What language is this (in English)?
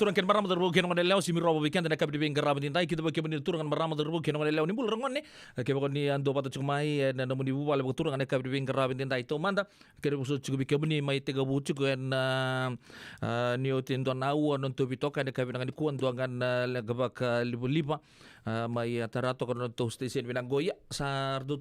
Fijian